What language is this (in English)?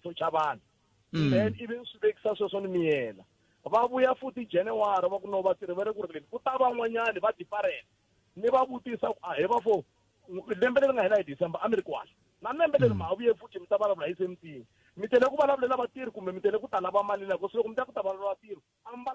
Tsonga